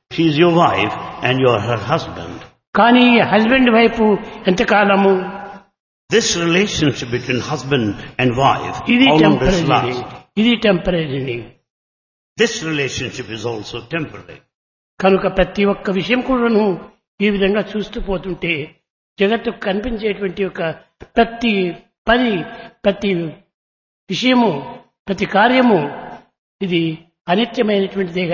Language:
Telugu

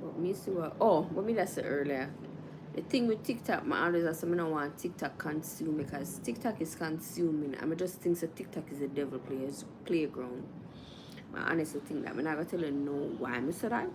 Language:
Jamaican Creole English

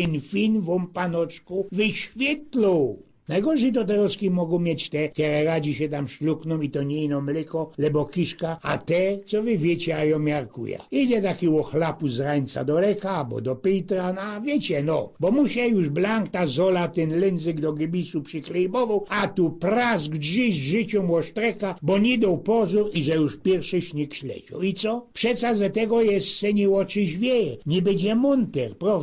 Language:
Silesian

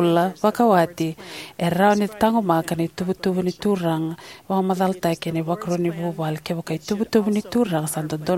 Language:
Fijian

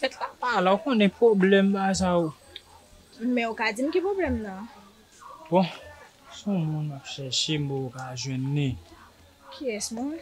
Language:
Haitian Creole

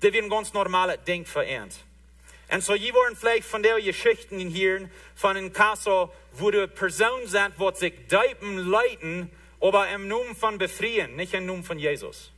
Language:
Plautdietsch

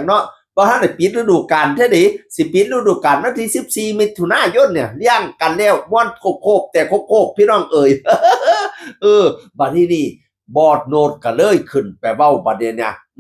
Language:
Northeastern Thai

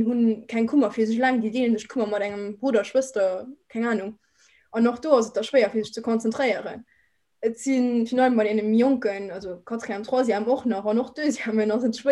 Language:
Luxembourgish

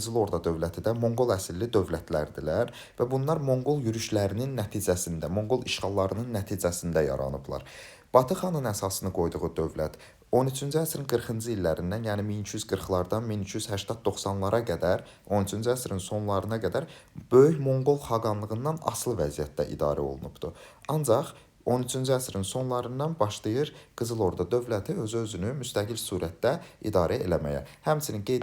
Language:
Azerbaijani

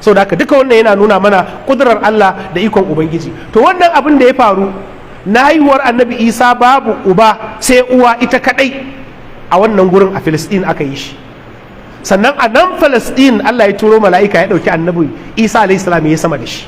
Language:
Hausa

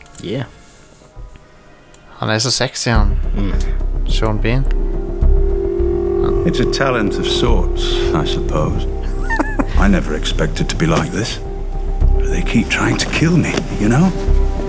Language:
Norwegian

